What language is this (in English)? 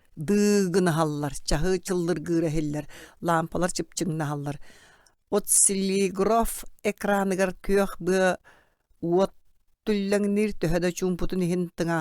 Yakut